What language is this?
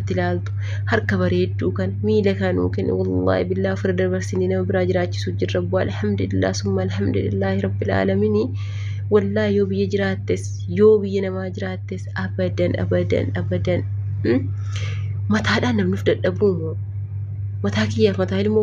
Oromo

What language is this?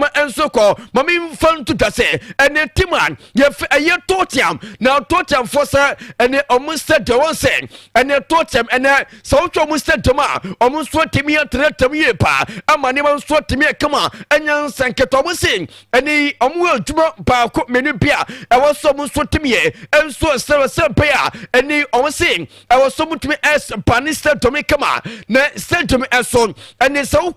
Akan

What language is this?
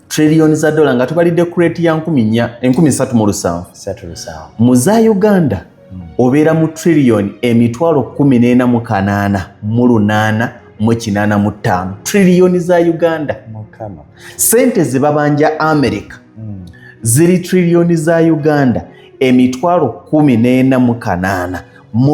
Ganda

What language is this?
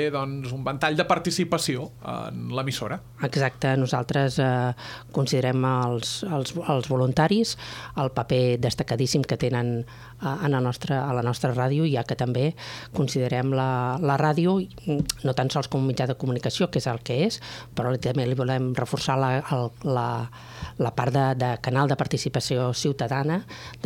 Catalan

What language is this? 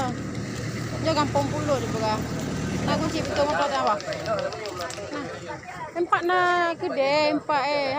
Achinese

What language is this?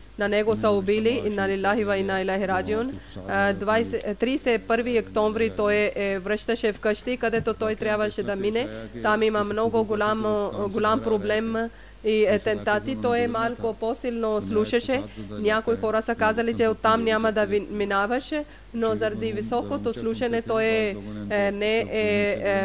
Bulgarian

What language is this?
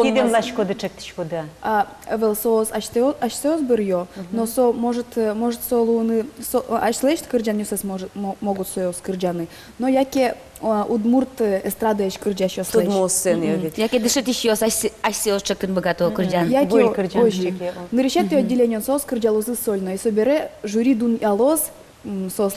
Udmurt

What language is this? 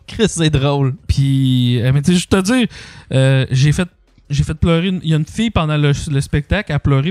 French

